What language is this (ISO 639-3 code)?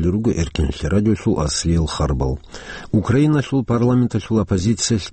ava